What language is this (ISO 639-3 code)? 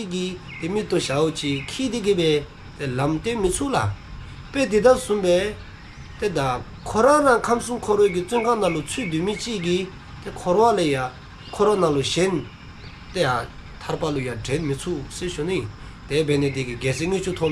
dzo